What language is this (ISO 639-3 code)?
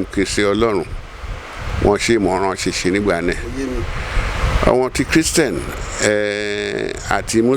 yor